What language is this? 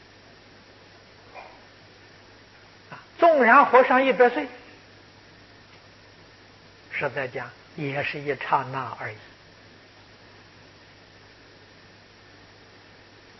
Chinese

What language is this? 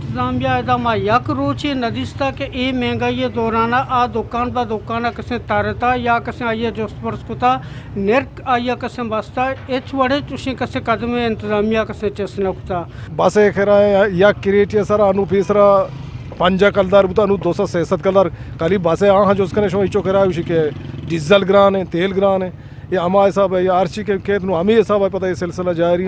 Eastern Balochi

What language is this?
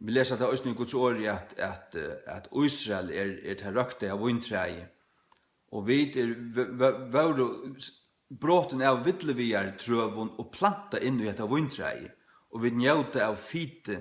Faroese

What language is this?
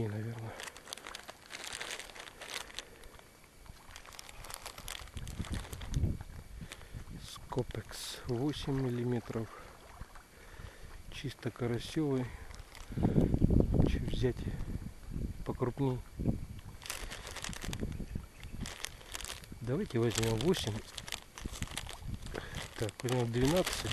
Russian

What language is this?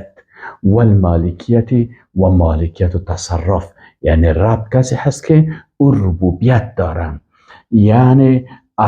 Persian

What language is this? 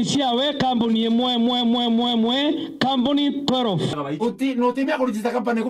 Meru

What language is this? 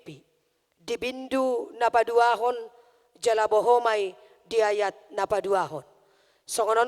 Batak Toba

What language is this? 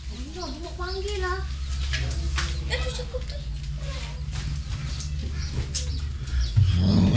Malay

